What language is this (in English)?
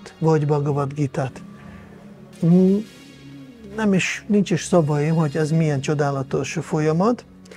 Hungarian